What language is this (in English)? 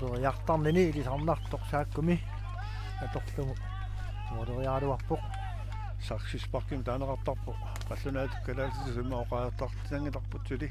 Kalaallisut